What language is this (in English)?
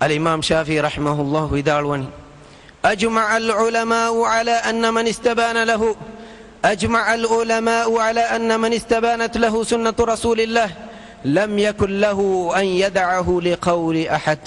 Divehi